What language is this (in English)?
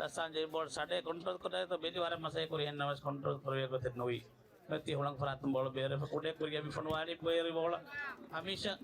Divehi